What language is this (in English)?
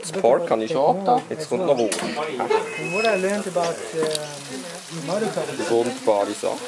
Swiss German